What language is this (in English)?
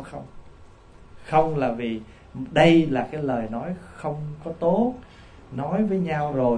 Vietnamese